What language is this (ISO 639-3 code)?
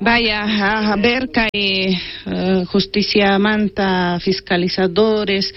quh